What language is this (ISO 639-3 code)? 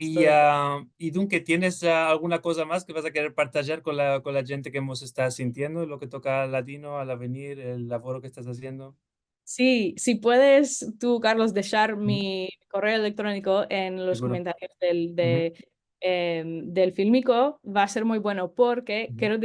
lad